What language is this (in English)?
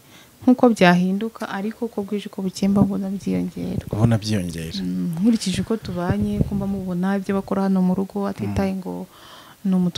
Kinyarwanda